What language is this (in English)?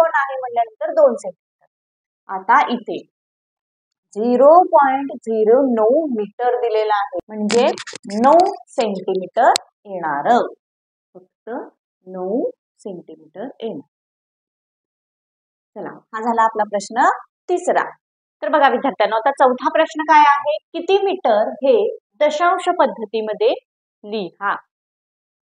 Marathi